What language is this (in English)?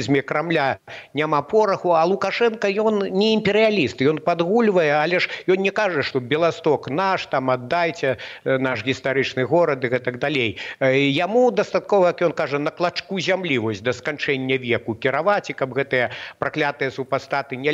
Belarusian